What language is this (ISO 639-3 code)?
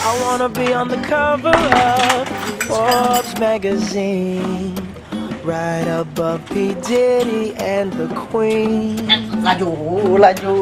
mui